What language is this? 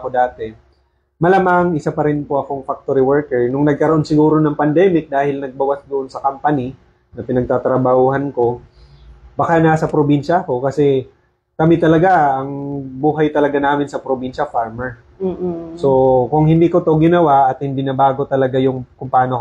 Filipino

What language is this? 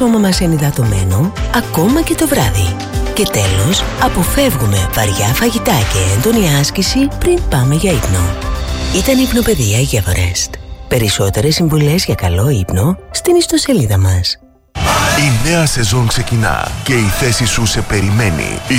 Greek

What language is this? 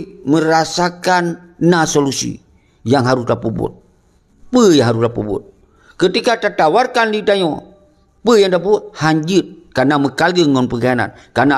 Achinese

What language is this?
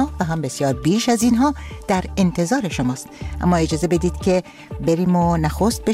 Persian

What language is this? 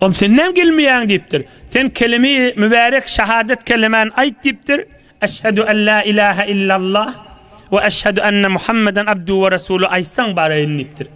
Turkmen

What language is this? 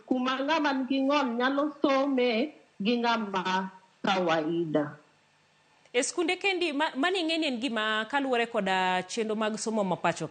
Luo (Kenya and Tanzania)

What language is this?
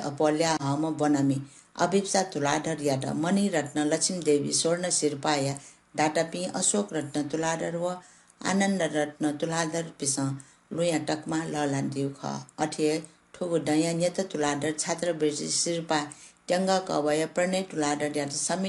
Newari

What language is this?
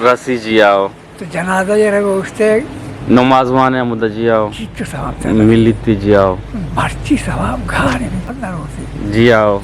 Eastern Balochi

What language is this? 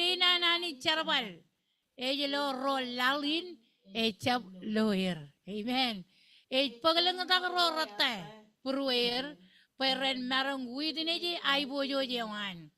Marshallese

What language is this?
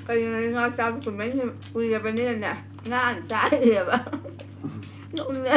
Manipuri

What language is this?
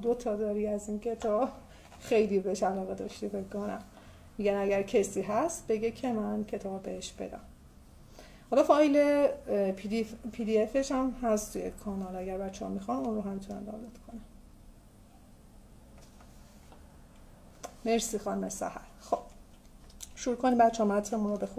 Persian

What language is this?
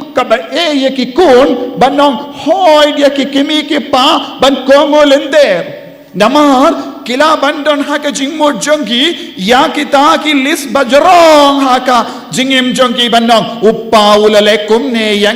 Khasi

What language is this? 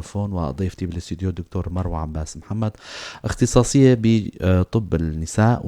North Levantine Arabic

